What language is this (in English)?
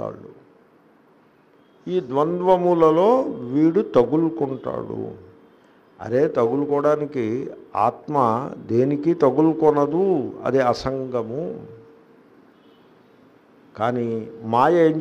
Telugu